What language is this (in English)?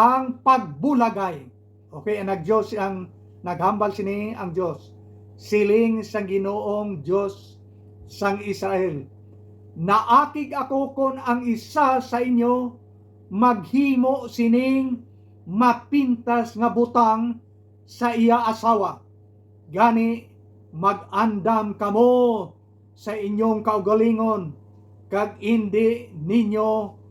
Hiligaynon